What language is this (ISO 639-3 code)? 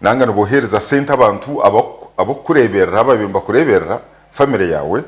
nyn